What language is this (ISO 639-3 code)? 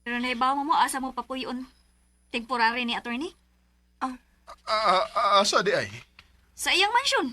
ceb